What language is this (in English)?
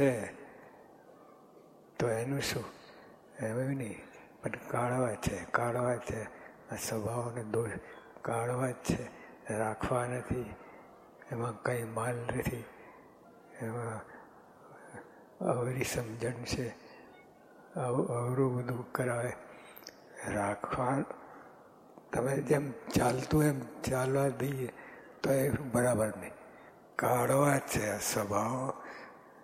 Gujarati